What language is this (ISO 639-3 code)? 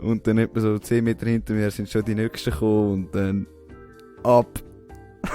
gsw